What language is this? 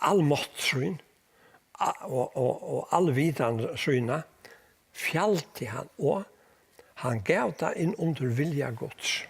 Faroese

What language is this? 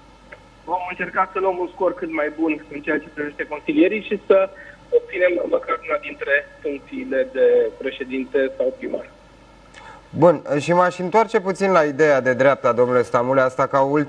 Romanian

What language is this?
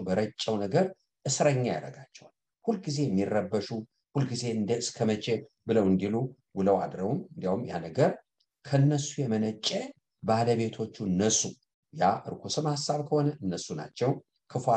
Amharic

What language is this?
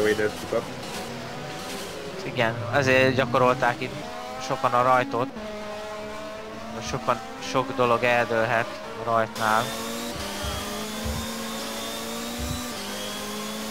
Hungarian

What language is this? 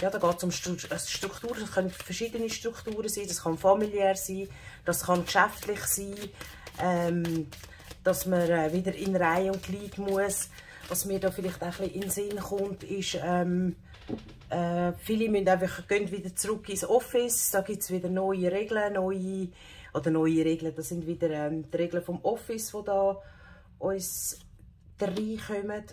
Swiss German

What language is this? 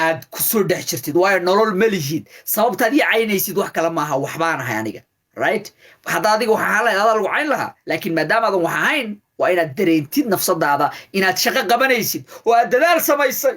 Somali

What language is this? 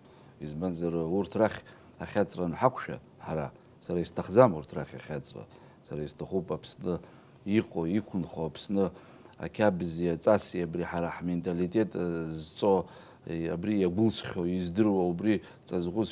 Abkhazian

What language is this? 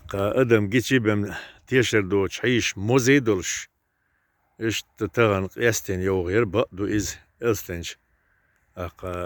Chechen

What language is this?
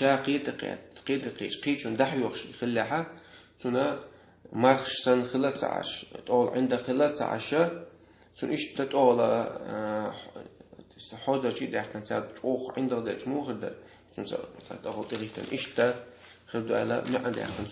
Chechen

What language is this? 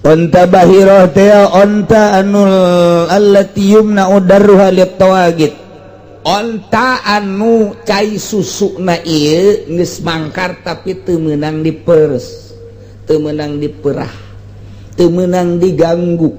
Sundanese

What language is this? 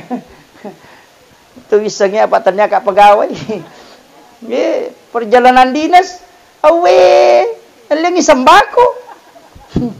Buginese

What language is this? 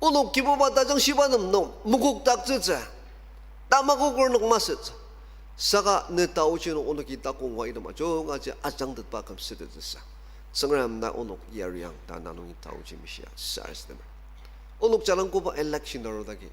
Ao Naga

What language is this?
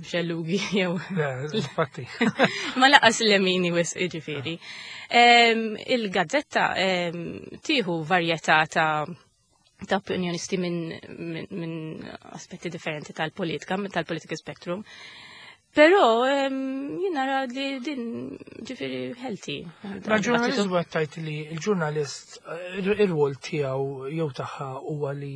Maltese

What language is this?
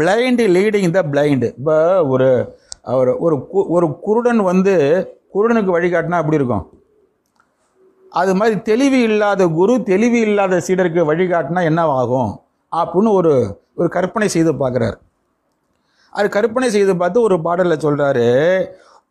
Tamil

